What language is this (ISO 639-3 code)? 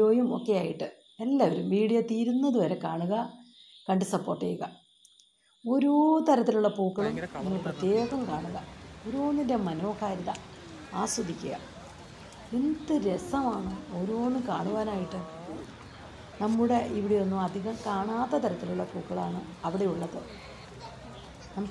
mal